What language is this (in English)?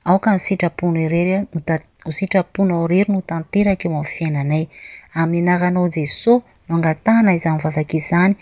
Malagasy